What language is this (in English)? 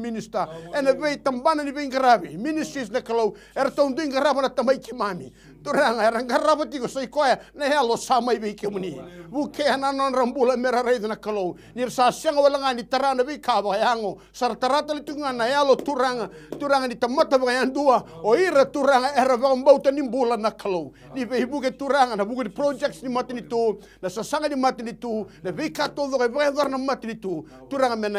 Fijian